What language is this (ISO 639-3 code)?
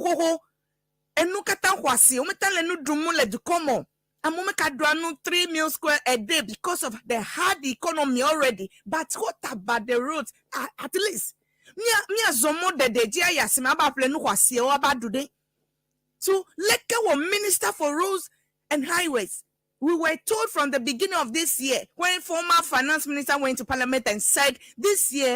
ewe